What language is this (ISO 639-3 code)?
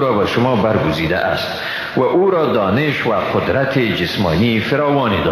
fas